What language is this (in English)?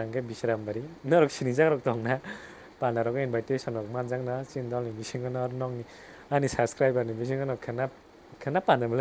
Kok Borok